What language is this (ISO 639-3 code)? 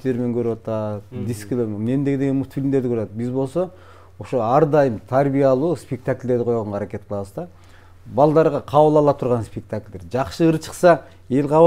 kir